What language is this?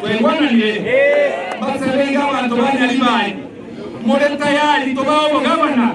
Gusii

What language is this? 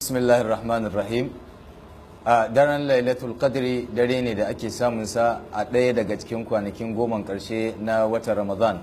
Hausa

